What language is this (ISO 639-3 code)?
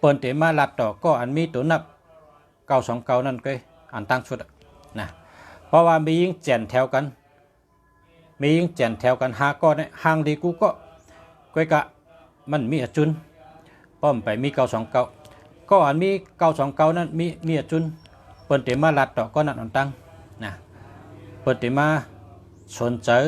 shn